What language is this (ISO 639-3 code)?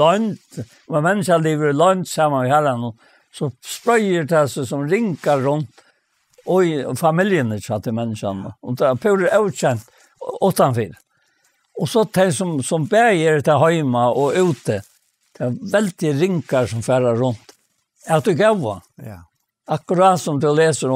fao